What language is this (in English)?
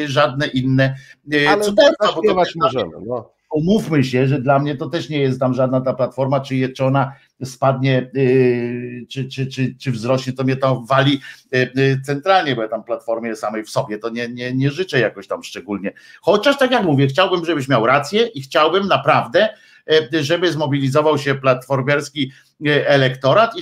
Polish